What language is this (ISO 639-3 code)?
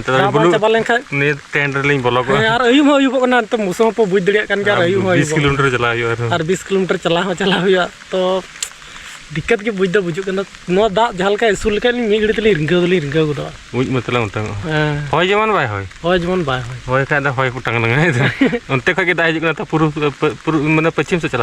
sat